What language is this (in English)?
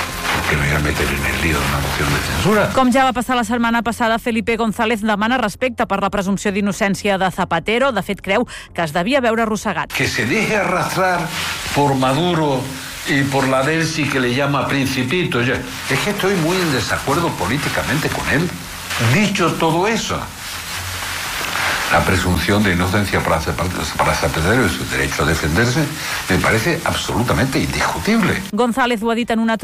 Catalan